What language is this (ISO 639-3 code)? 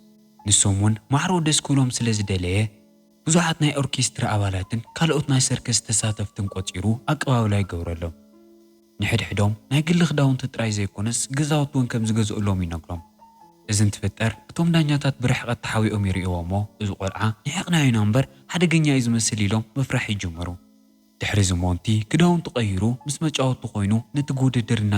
tir